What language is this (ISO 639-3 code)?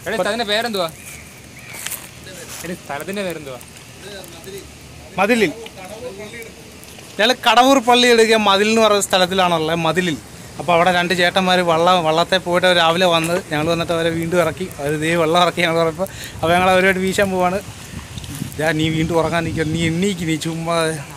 mal